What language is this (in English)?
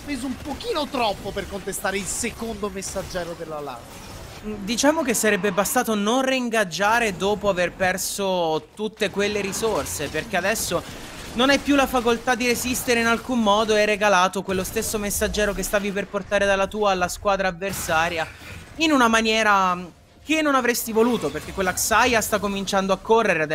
Italian